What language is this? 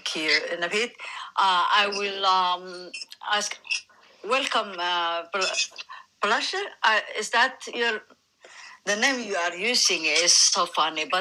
English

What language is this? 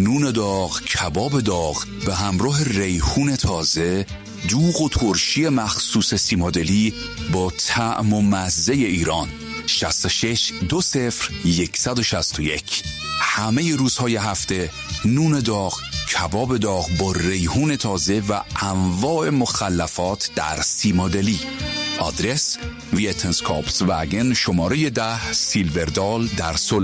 Persian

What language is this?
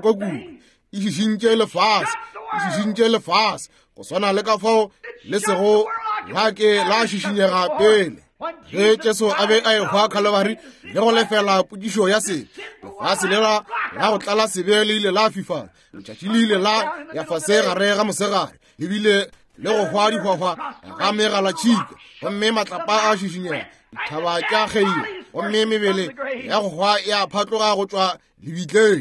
Northern Sotho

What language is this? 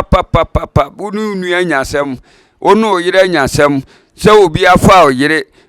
Akan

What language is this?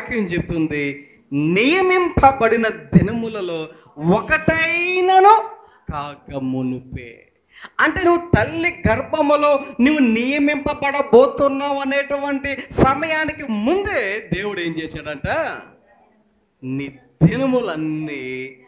Telugu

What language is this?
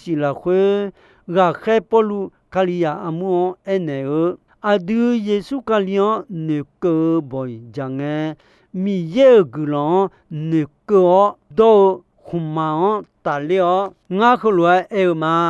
Akha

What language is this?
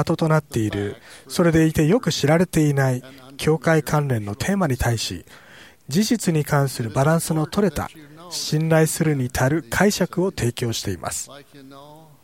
Japanese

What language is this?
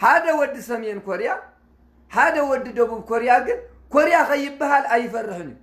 Tigrinya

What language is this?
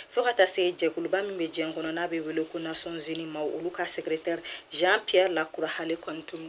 Bambara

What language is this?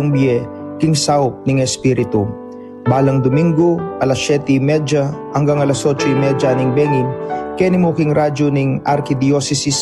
Pampanga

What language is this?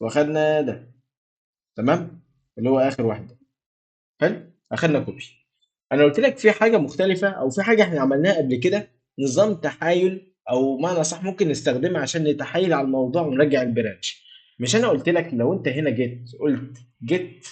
Egyptian Arabic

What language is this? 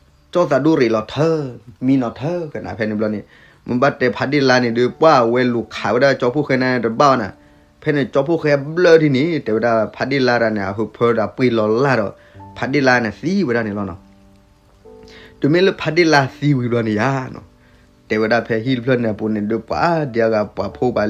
S'gaw Karen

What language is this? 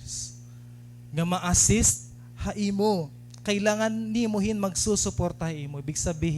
Waray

